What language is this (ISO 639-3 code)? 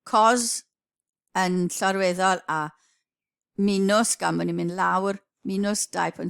cym